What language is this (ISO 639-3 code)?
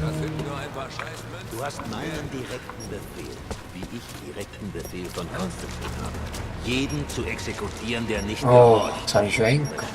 gsw